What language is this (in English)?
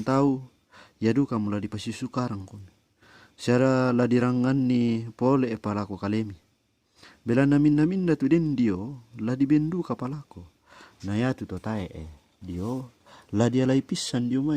Toraja-Sa'dan